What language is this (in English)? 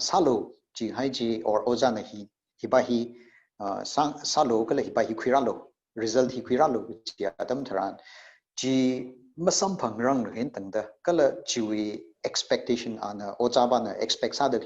Tangkhul Naga (India)